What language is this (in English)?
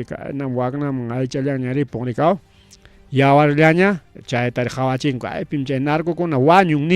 Ayacucho Quechua